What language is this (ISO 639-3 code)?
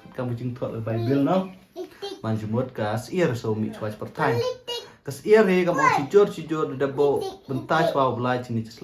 pbv